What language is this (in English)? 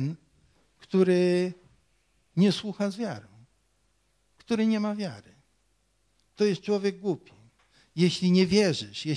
Polish